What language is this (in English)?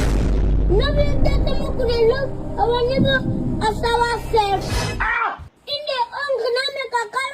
Nigerian Pidgin